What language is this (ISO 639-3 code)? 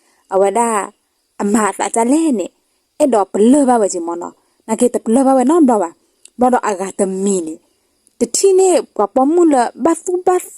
ksw